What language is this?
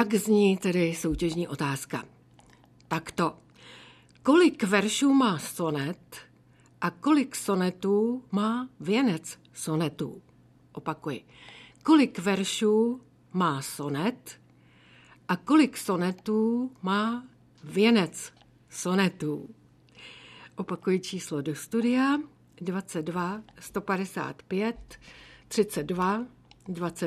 Czech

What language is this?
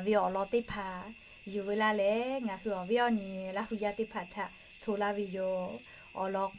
Lahu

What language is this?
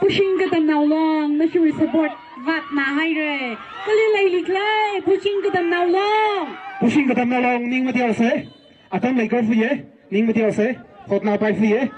Tangkhul Naga (India)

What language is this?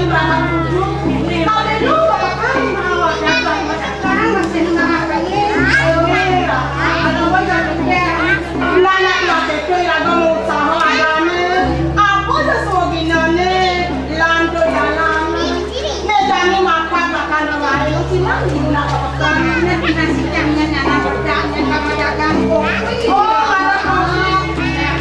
Balinese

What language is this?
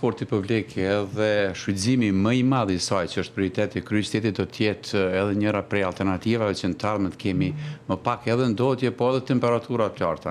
Albanian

